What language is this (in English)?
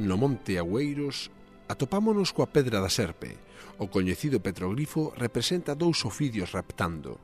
Galician